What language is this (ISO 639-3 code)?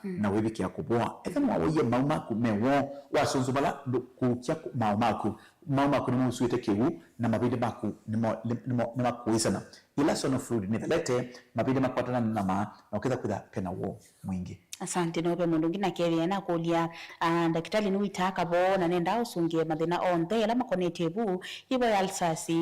kam